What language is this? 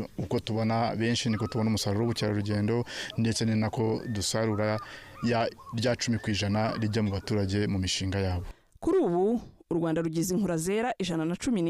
Kinyarwanda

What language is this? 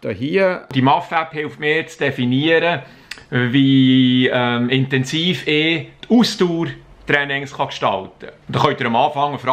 Swiss German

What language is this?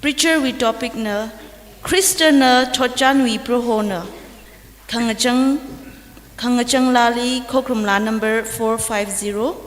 Tangkhul Naga (India)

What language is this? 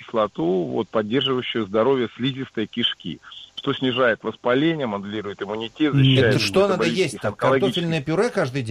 Russian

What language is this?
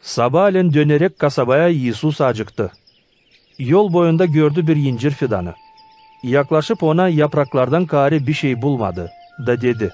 Gagauz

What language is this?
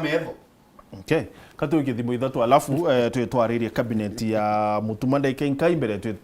Meru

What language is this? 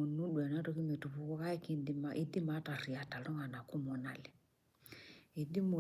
Masai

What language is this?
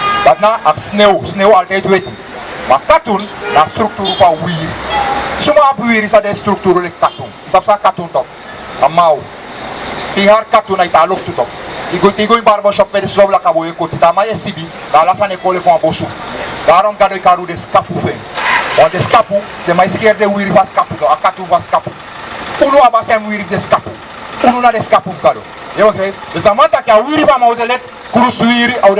Sranan Tongo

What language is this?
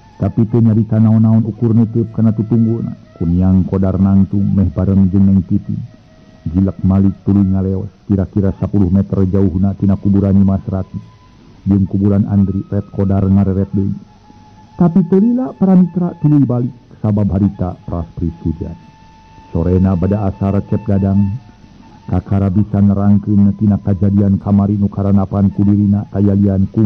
Sundanese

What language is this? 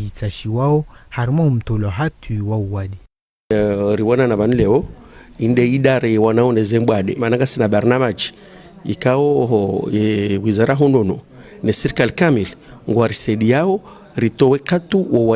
Ngazidja Comorian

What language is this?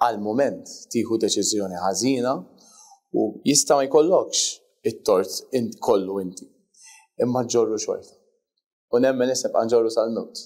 Maltese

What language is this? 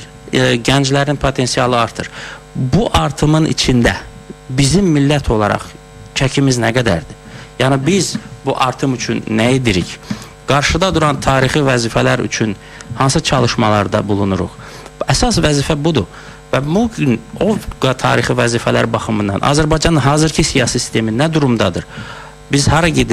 Azerbaijani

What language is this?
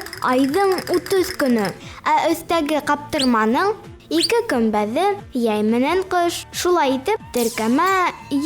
Bashkir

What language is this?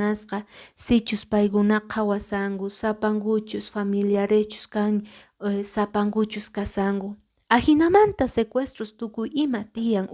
Quechua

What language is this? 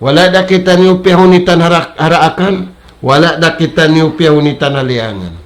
Tausug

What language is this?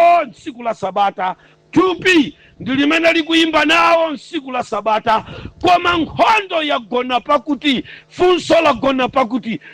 Nyanja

